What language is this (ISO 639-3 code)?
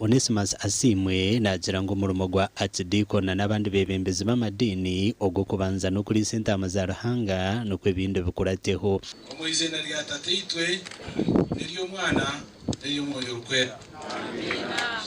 nyn